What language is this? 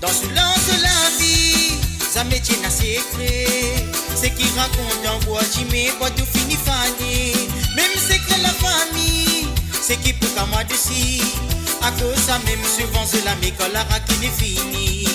Morisyen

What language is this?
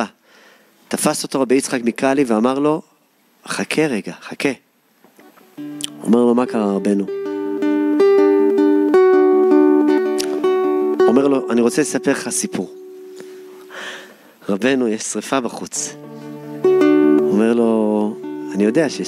Hebrew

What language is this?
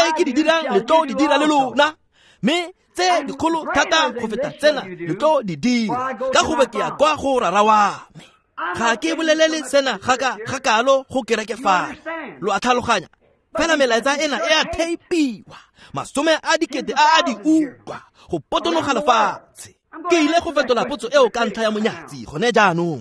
Tswana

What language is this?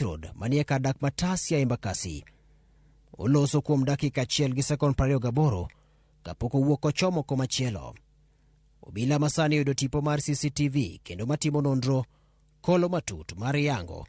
Luo (Kenya and Tanzania)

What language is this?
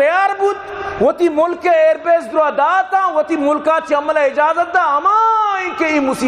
Baluchi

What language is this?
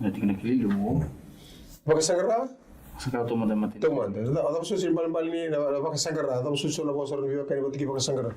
Fijian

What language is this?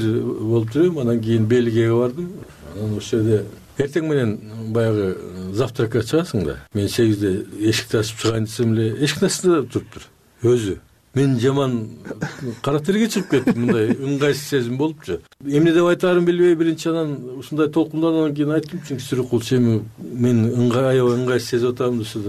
Kyrgyz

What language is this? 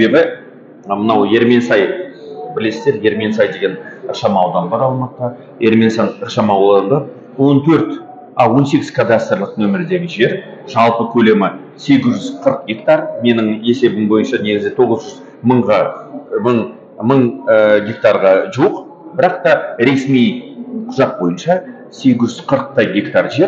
Kazakh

